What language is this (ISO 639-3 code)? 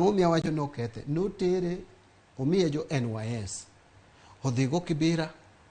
luo